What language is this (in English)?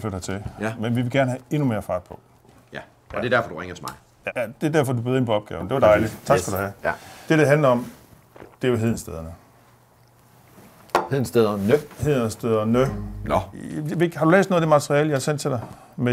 Danish